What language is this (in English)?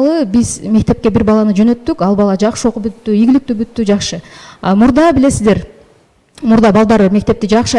Kyrgyz